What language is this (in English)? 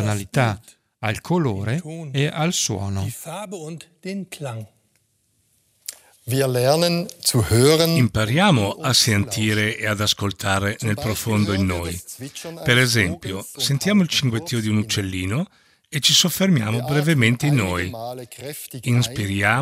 Italian